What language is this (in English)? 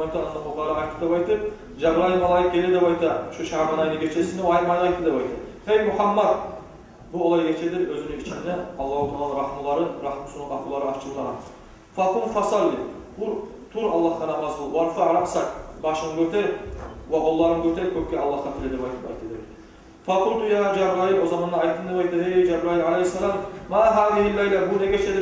Kumyk